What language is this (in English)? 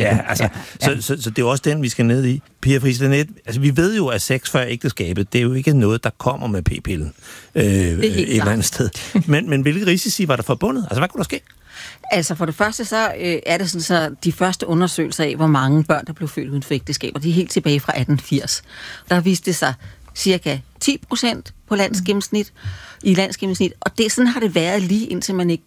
Danish